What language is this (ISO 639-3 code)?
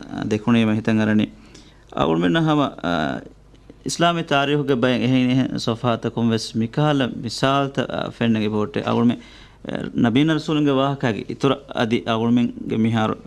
div